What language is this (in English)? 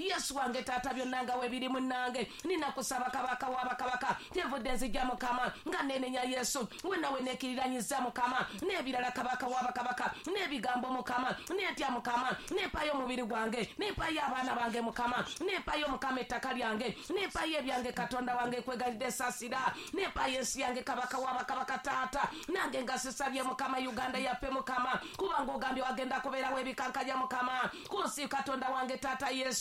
Ganda